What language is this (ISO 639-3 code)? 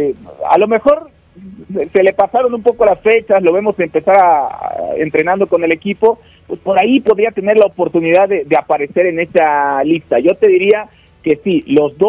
spa